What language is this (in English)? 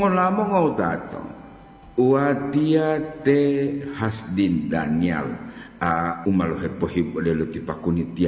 Gorontalo